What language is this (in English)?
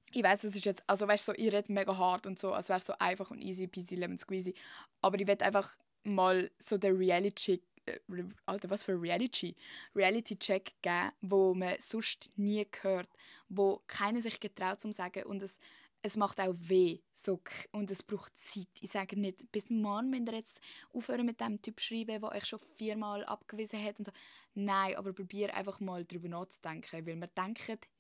Swiss German